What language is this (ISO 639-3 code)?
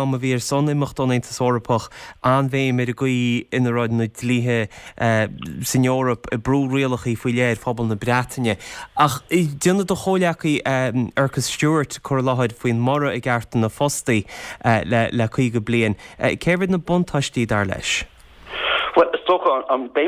gle